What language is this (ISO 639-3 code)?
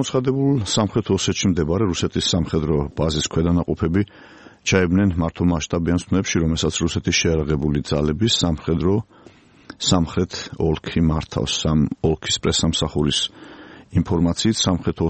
kat